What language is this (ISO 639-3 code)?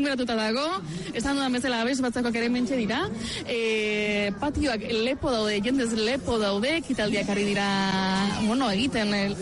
eus